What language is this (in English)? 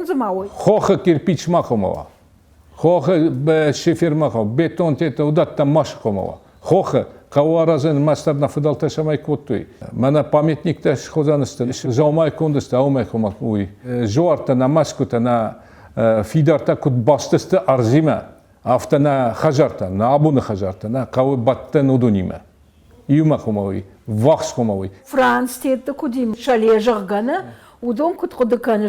Ossetic